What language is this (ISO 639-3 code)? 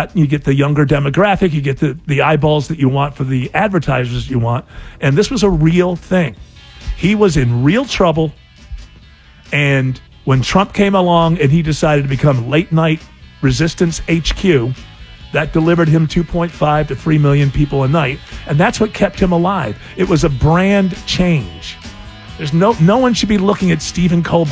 eng